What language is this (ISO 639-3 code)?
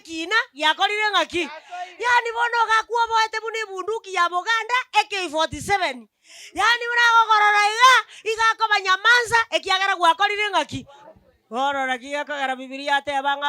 guz